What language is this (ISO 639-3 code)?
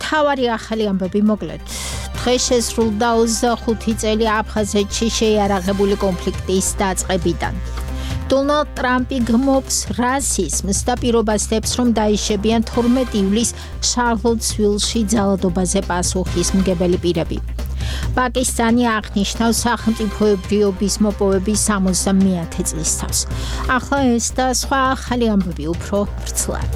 kat